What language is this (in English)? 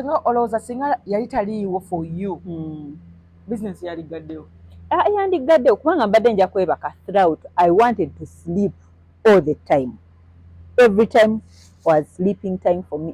Ganda